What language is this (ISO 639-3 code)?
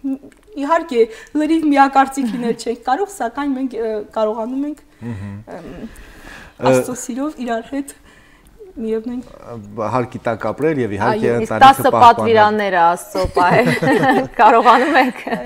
hye